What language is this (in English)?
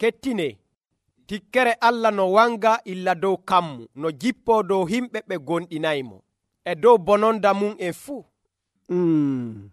Nigerian Fulfulde